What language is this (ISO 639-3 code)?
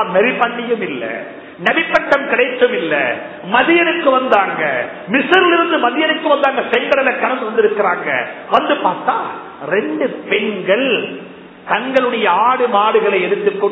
tam